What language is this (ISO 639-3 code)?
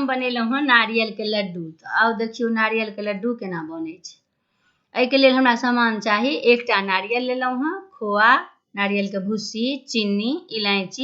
mai